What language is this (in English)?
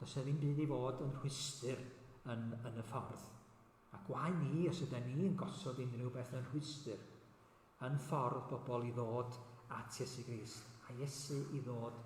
Welsh